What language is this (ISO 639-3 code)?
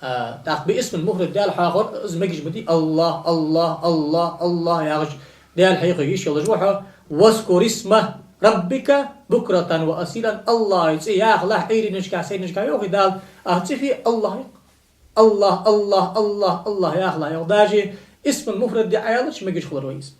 inh